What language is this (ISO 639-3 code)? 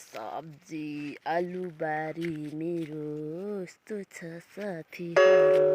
nep